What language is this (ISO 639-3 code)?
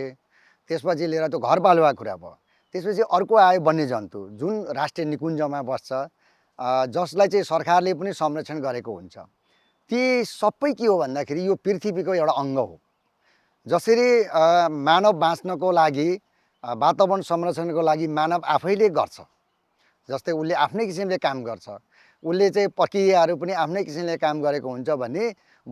nep